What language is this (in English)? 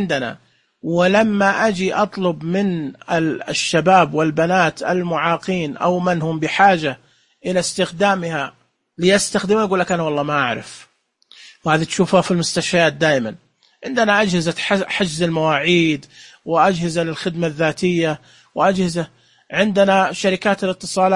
Najdi Arabic